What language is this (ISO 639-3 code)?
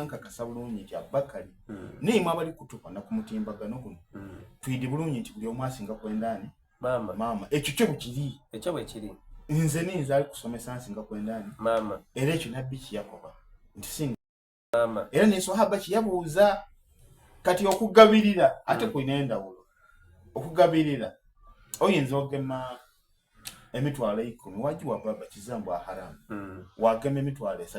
xog